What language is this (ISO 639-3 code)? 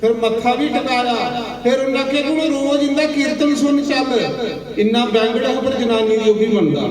doi